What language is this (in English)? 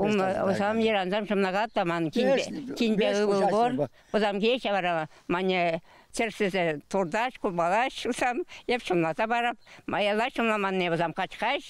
Chuvash